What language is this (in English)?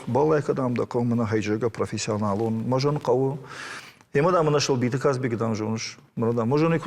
Ossetic